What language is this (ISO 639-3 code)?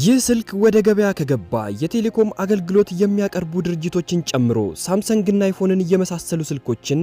amh